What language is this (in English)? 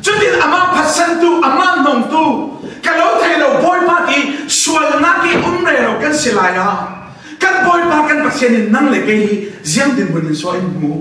Falam Chin